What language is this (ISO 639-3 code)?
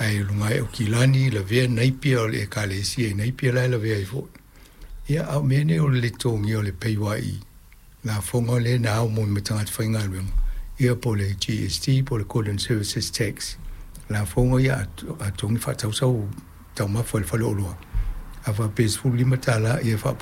smo